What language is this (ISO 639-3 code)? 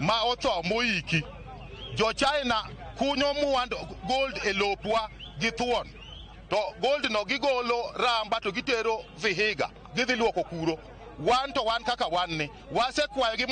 luo